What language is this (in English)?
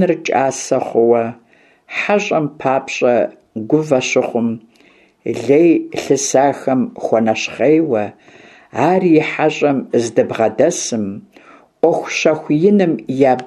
Kabardian